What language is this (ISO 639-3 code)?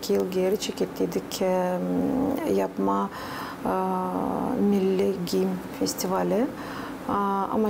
gag